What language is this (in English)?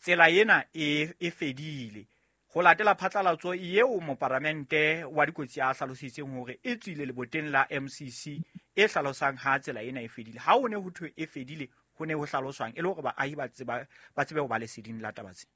Southern Sotho